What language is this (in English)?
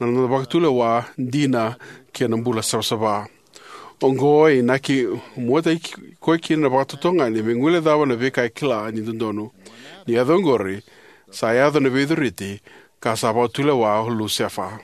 Fijian